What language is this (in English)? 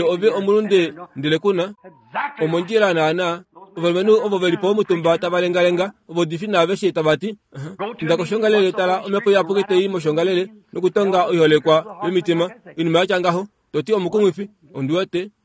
Kuanyama